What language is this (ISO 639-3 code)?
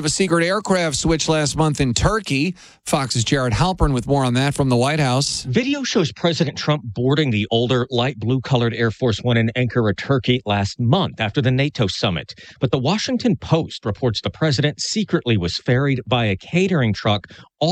eng